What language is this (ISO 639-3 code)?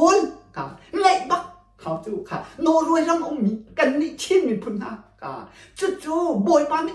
cnh